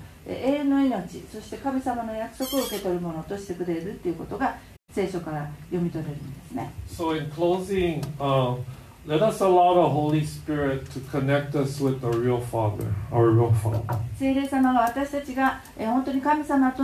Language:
Japanese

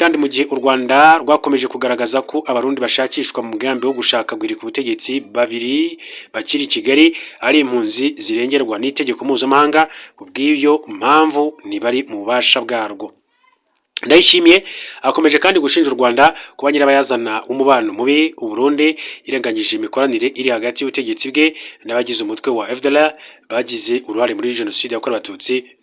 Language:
Kinyarwanda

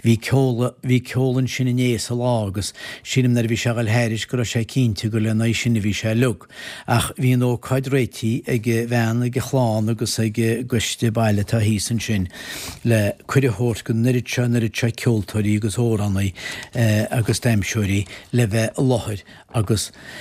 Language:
Irish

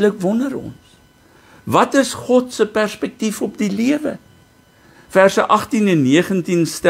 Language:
Afrikaans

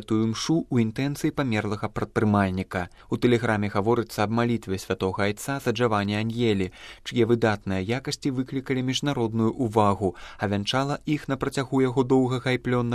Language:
Belarusian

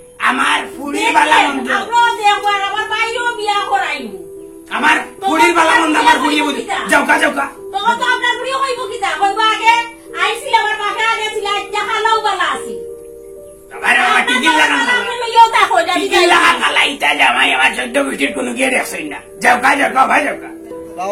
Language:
Sylheti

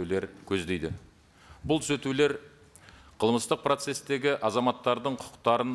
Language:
Kazakh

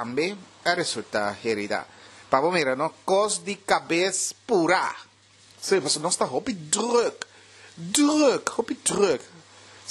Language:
Papiamento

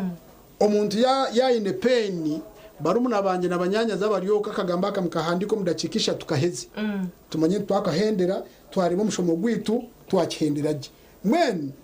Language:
Nyankole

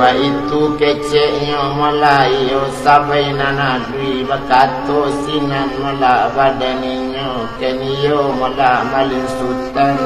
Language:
Minangkabau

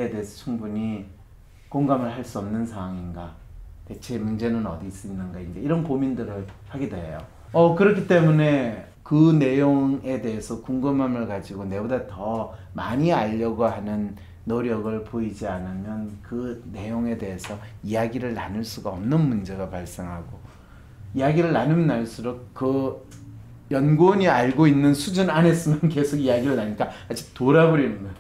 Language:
Korean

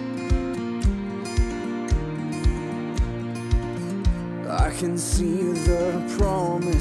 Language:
Hungarian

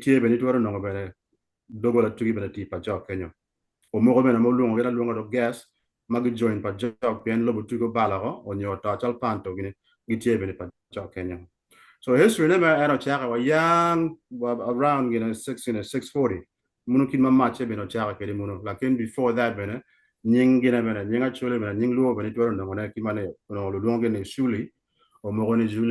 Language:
Acoli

